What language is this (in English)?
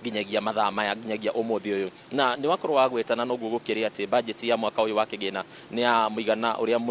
Kikuyu